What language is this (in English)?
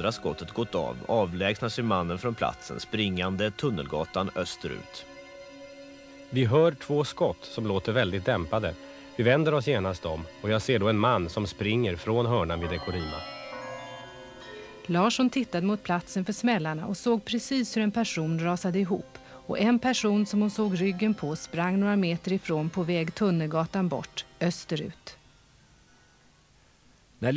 Swedish